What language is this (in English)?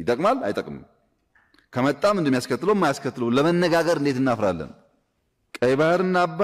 Amharic